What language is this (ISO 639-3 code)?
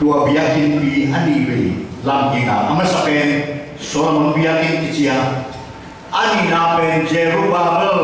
ctd